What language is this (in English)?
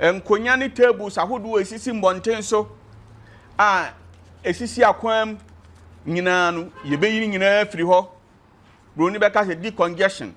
Akan